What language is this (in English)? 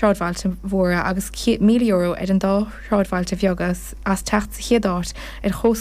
Irish